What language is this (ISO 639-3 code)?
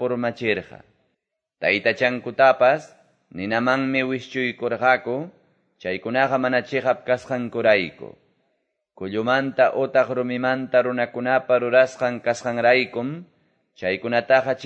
que